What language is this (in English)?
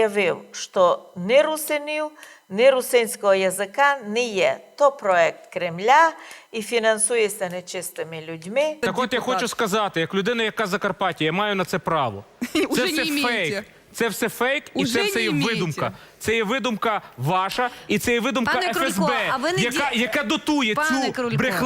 Rusyn